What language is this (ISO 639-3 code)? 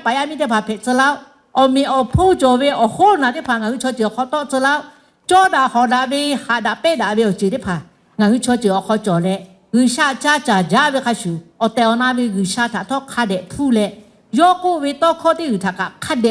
lhu